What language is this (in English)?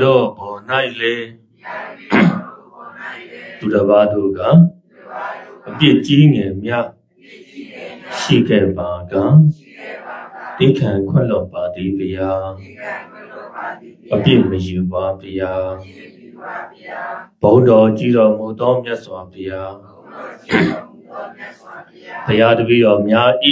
Burmese